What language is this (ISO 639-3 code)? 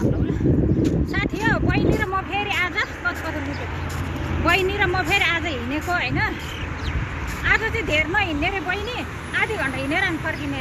nep